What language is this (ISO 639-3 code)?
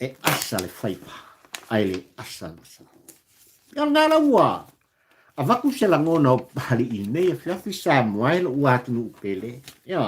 smo